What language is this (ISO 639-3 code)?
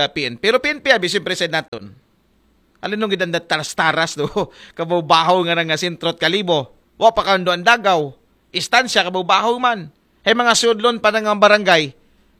akl